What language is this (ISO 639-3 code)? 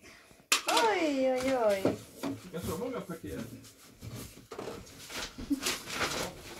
swe